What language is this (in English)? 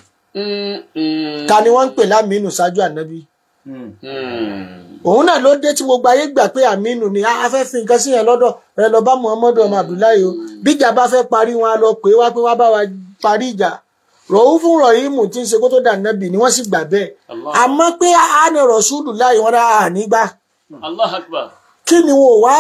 Yoruba